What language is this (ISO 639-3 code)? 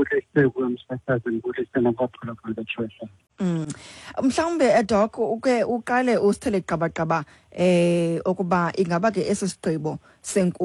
xho